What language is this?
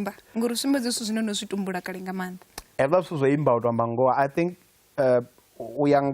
Venda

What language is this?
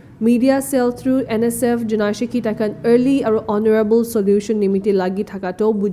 Naga Pidgin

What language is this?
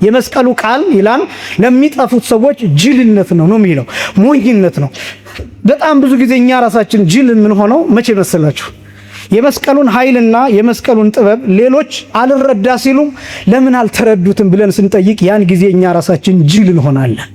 Amharic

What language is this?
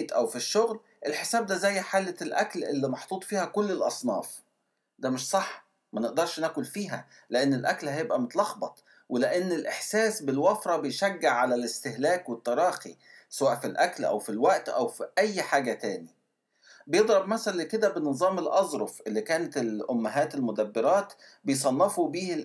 Egyptian Arabic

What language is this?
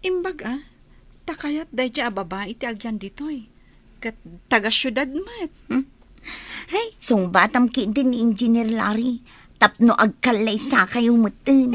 Iloko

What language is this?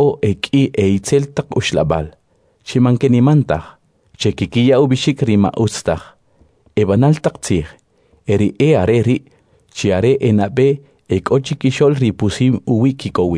Kʼicheʼ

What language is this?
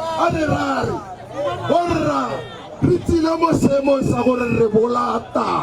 Tswana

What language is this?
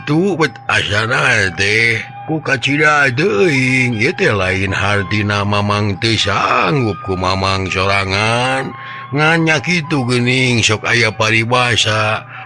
Sundanese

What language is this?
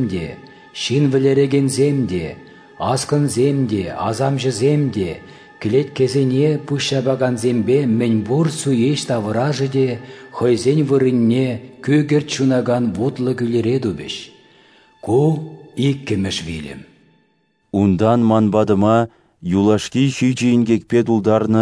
Chuvash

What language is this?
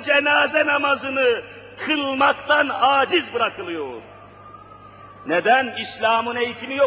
Turkish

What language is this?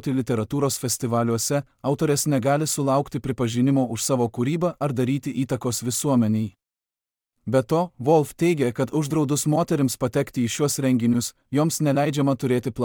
Lithuanian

